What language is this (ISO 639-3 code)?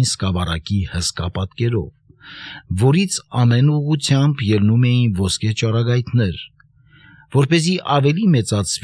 hye